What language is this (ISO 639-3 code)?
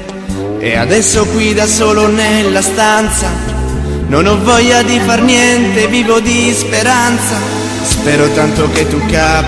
ita